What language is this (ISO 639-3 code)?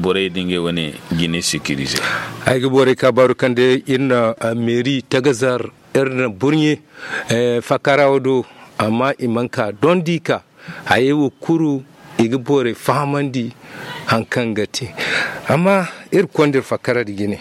dje